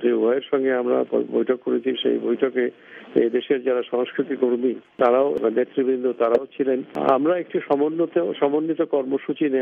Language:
Bangla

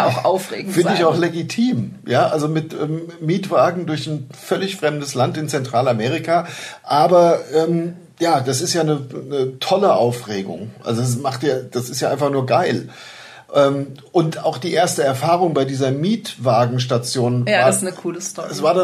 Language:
German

